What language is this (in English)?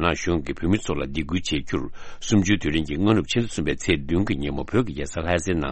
Tibetan